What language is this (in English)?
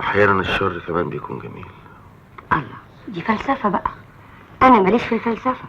Egyptian Arabic